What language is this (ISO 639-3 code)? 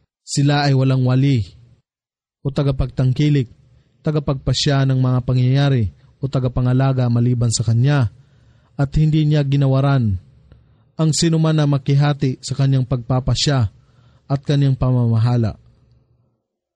fil